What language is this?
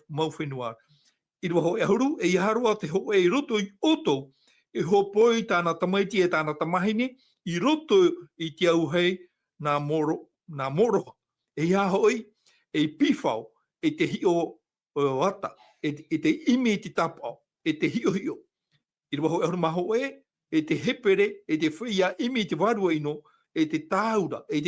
Tahitian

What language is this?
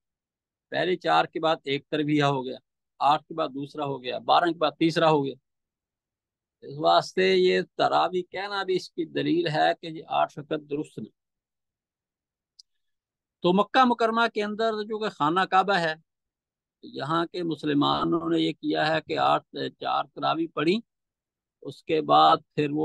Urdu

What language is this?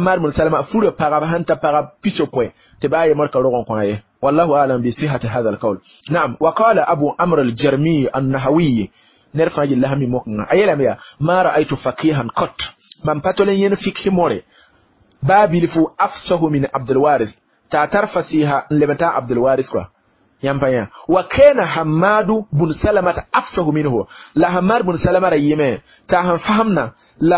Mossi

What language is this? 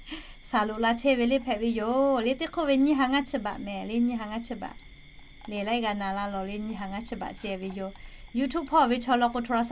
Lahu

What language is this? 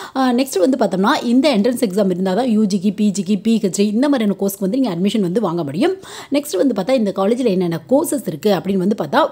Tamil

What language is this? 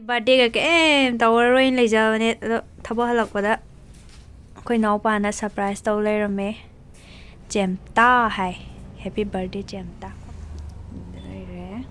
Manipuri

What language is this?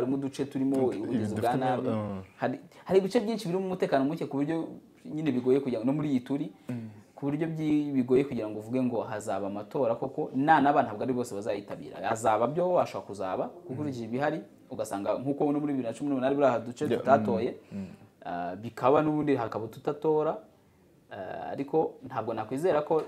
Kinyarwanda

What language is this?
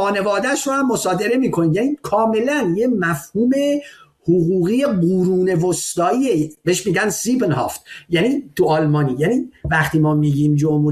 Persian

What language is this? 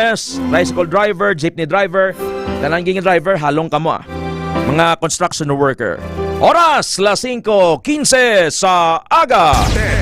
Hiligaynon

